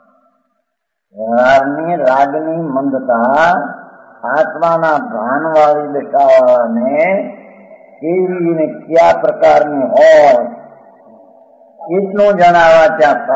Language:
Gujarati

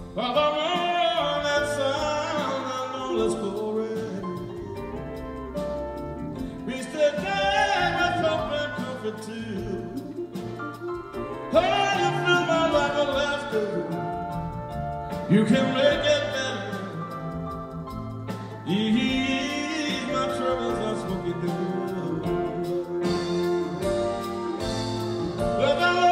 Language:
English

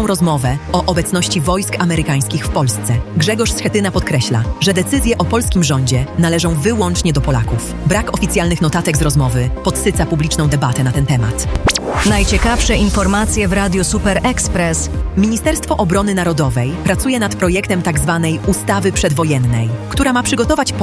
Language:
Polish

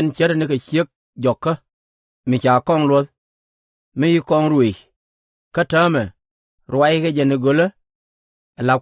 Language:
Nuer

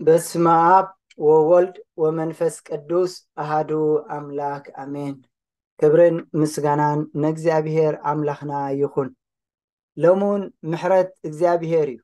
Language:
Tigrinya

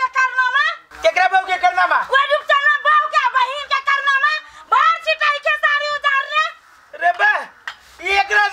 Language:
Maithili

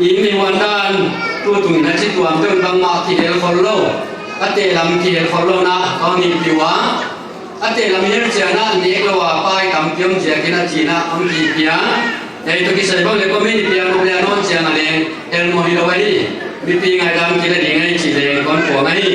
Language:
Paite Chin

